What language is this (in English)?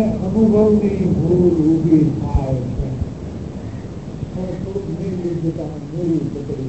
Gujarati